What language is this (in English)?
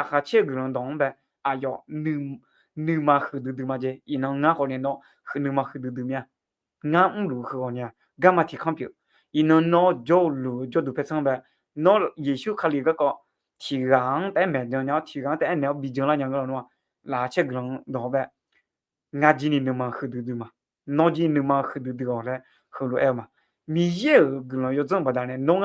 Akha